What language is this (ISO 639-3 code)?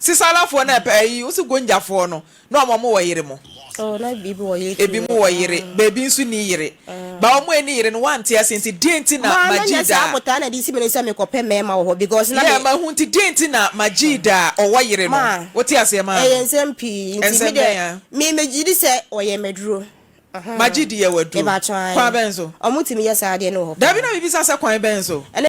aka